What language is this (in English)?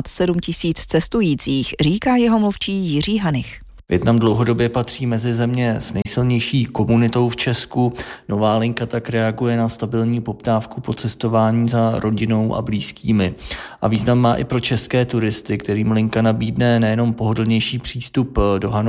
Czech